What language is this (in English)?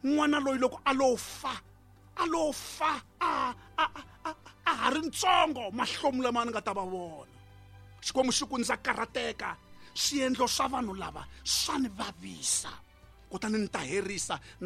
Tsonga